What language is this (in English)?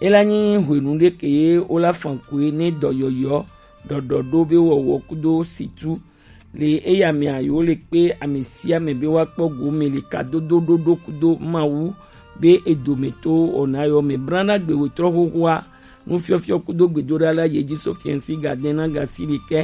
Gen